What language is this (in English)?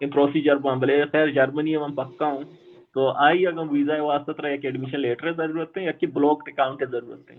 Baluchi